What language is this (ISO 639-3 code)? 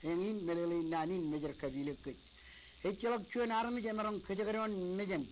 mah